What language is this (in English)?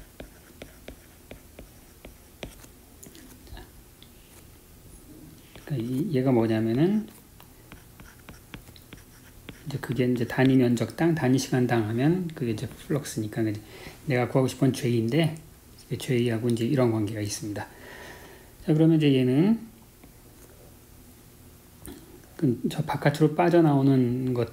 Korean